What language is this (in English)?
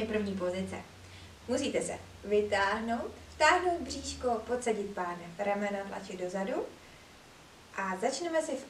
Czech